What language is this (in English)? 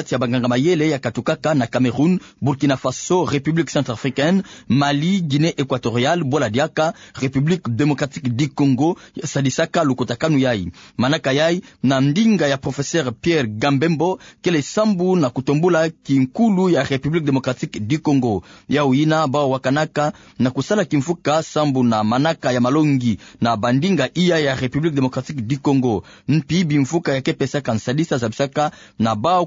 Kituba (Democratic Republic of Congo)